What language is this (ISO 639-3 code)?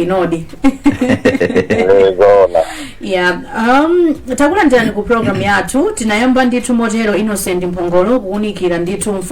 nya